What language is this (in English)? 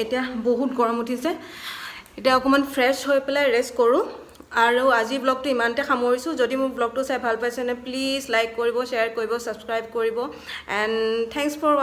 Assamese